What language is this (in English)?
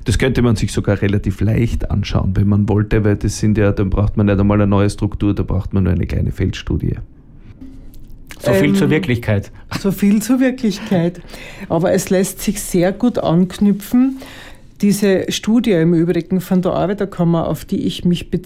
German